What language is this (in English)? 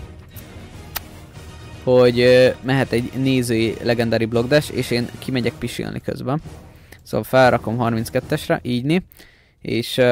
Hungarian